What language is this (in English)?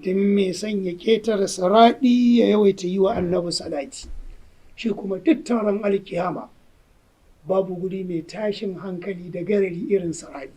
Hausa